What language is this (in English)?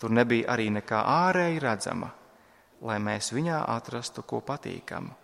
Latvian